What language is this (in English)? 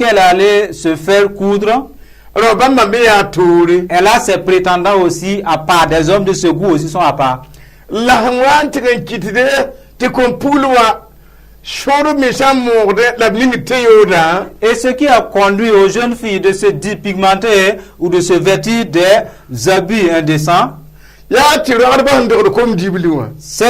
Mossi